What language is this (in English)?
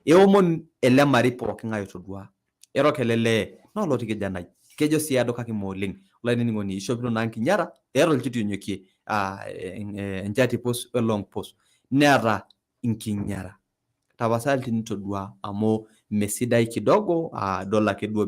Masai